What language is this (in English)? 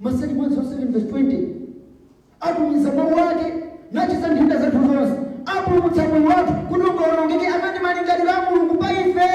Nyanja